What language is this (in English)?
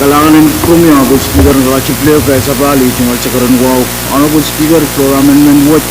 Pohnpeian